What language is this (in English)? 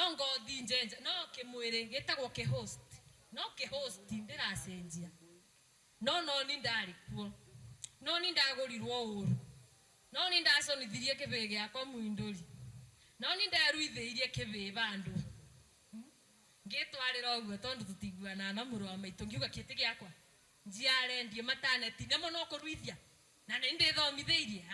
Kikuyu